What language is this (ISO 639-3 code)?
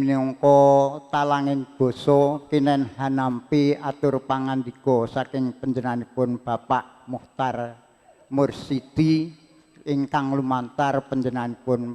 jav